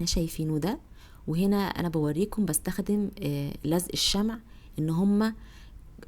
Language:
Egyptian Arabic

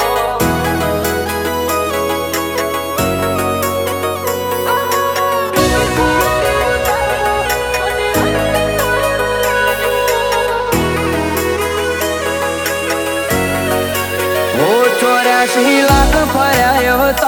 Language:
Gujarati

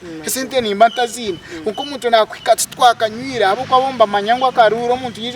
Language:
Nyankole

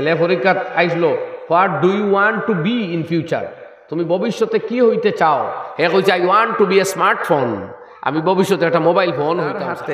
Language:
Sylheti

